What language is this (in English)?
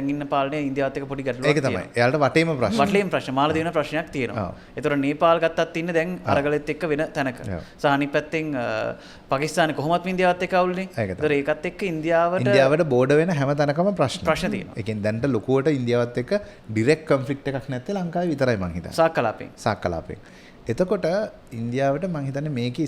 Sinhala